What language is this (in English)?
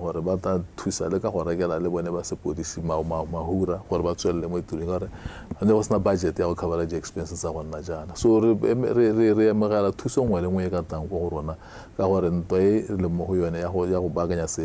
Tswana